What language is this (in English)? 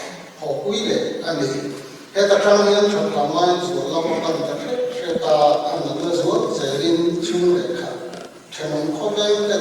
Mizo